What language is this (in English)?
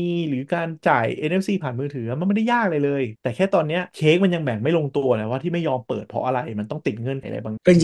Thai